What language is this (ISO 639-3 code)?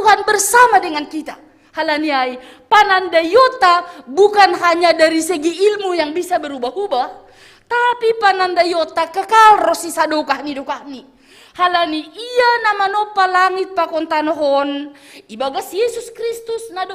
bts